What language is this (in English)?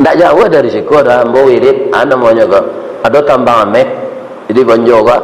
Minangkabau